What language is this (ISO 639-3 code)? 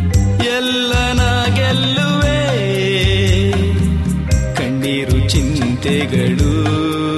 kan